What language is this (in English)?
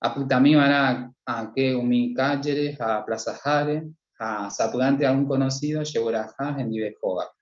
Guarani